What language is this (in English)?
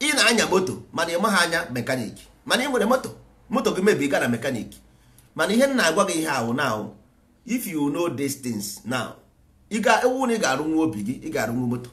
Igbo